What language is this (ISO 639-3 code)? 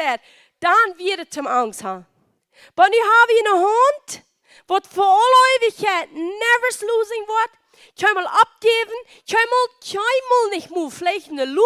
pdt